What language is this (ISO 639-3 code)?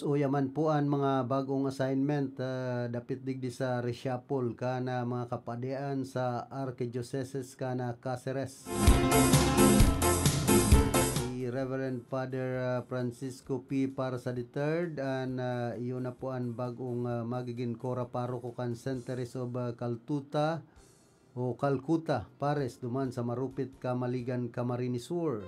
bik